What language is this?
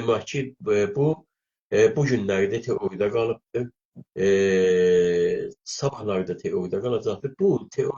South Azerbaijani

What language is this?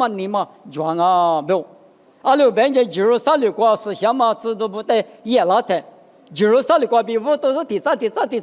Lisu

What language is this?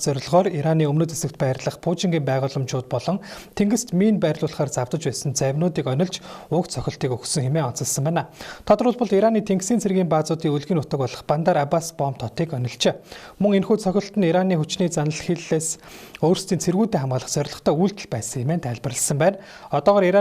Mongolian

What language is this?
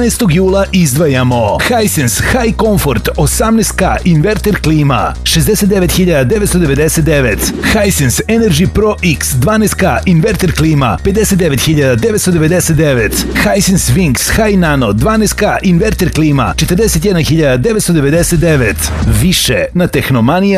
Serbian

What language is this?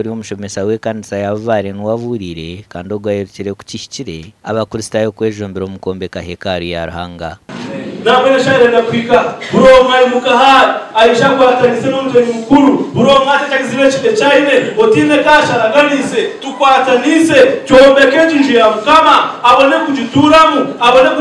Nyankole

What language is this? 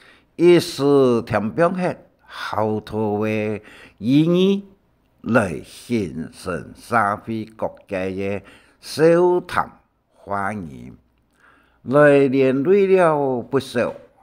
Hakka Chinese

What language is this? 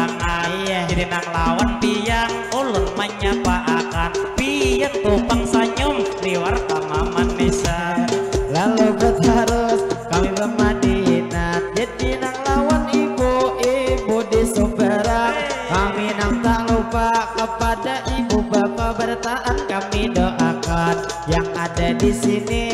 Banjar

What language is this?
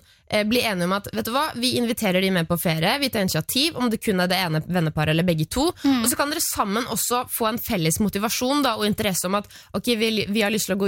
Norwegian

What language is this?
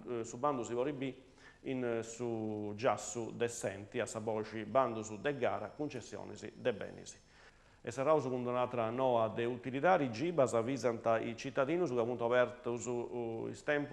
Sardinian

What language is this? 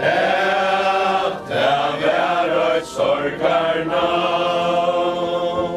Faroese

